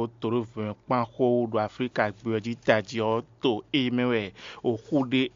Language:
Fon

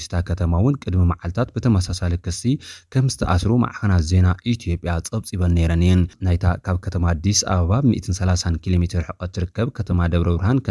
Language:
Tigrinya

